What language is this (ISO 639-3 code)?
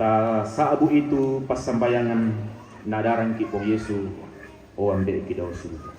sda